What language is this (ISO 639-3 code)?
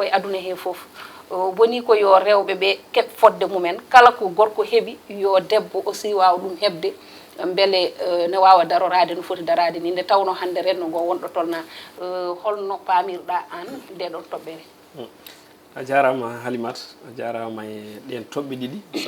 ful